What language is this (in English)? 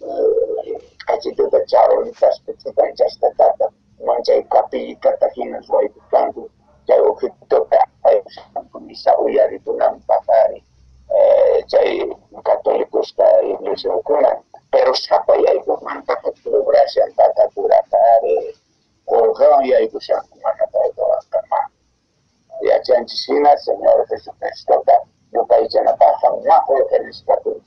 Quechua